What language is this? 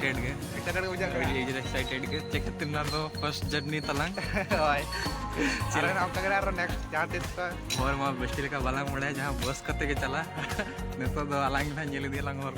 Santali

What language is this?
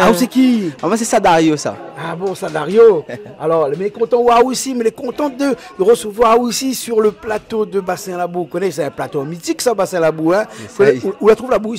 Réunion Creole French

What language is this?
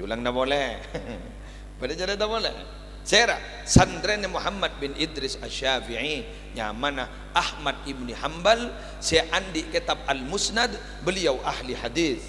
Madurese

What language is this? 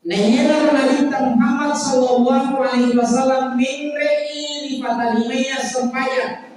Buginese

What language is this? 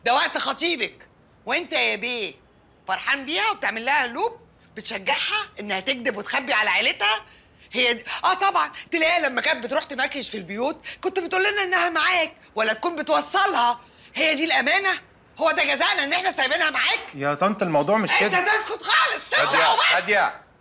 Egyptian Arabic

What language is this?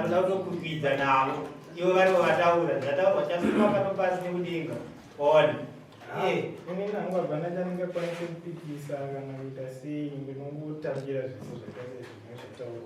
Shona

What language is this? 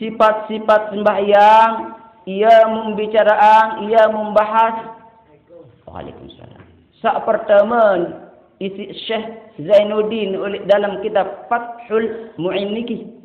Sasak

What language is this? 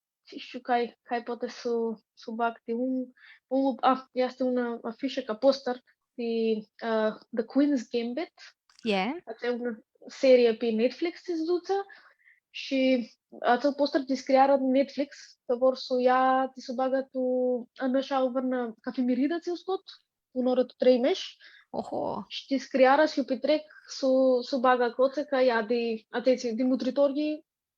Aromanian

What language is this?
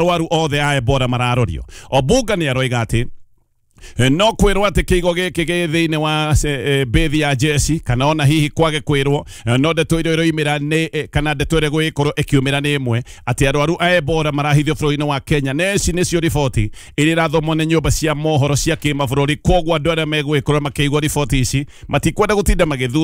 Kikuyu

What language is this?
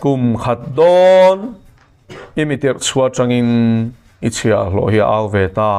Mizo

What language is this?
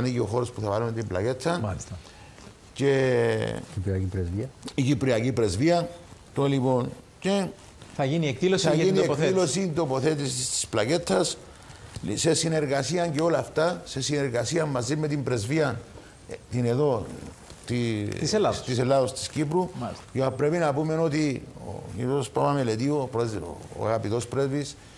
Greek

